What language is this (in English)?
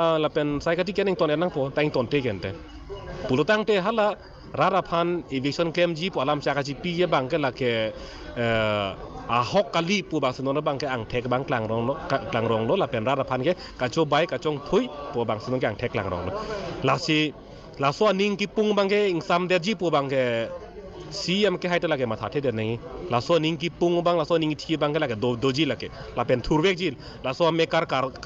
Karbi